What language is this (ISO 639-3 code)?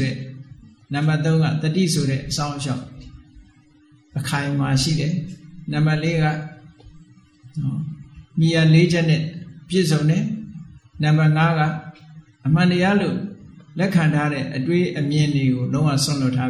mya